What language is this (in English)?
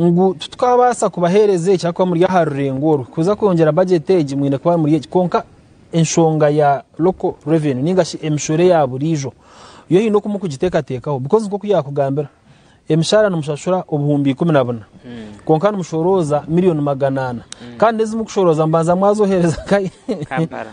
Nyankole